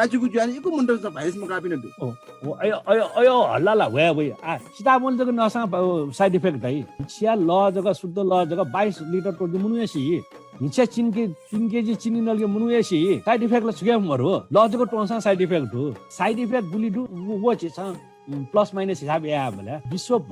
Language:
Newari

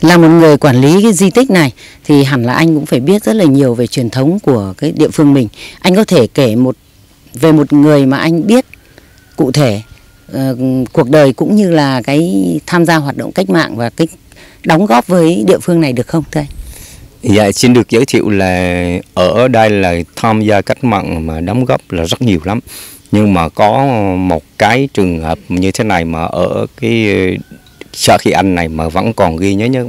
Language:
Vietnamese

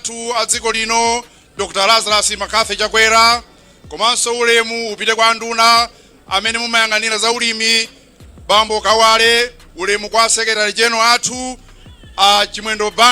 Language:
Nyanja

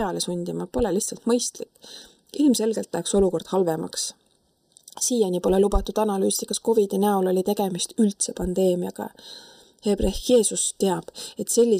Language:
Estonian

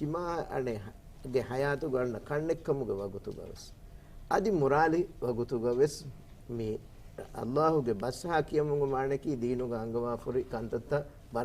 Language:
Divehi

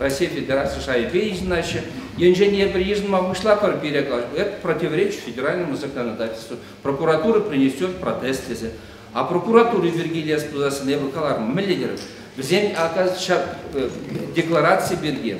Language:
Chuvash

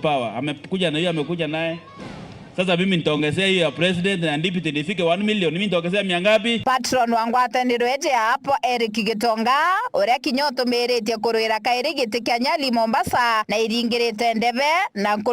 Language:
Meru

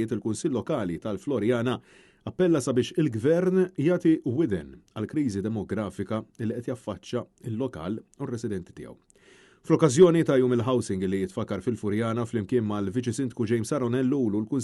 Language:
Maltese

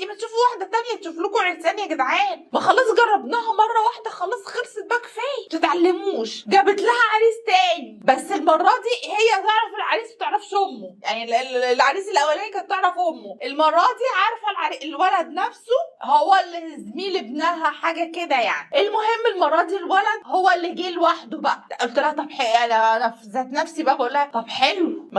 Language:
Egyptian Arabic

